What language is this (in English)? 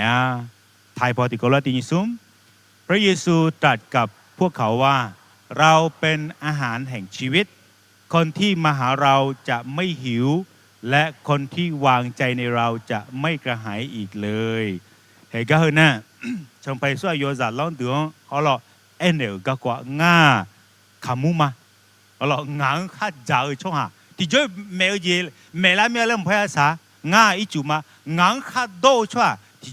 Akha